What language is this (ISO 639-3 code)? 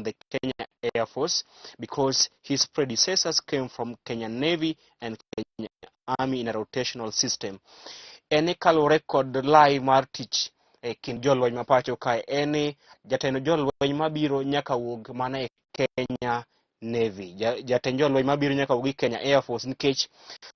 luo